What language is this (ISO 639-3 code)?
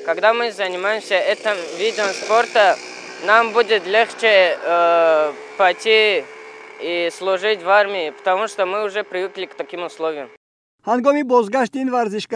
tgk